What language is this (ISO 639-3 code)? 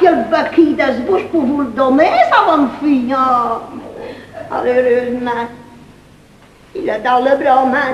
fra